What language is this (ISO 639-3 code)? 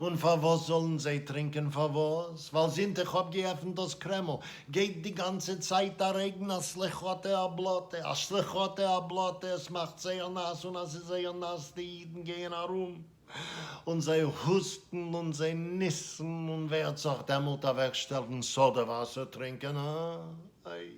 yid